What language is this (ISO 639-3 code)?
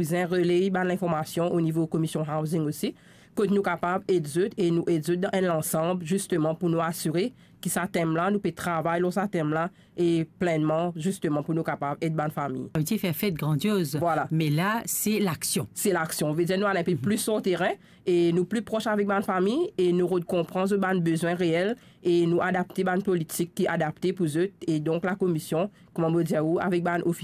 mfe